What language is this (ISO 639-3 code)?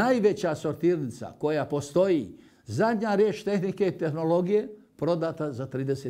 bos